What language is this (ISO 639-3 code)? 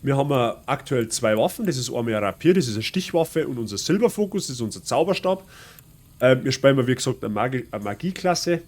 bar